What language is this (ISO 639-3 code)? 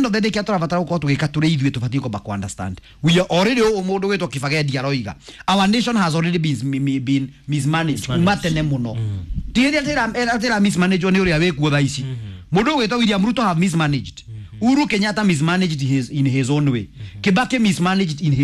kik